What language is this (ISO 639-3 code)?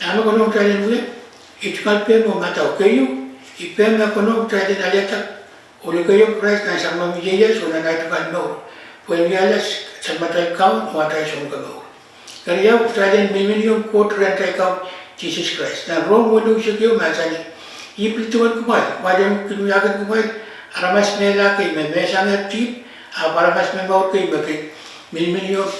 pon